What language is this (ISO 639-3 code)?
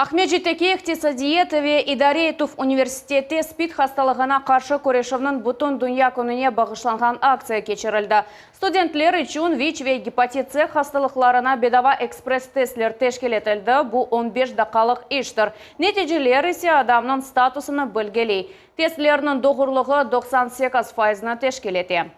crh